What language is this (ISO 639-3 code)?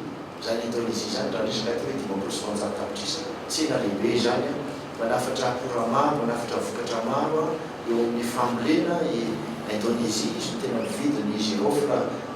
mlg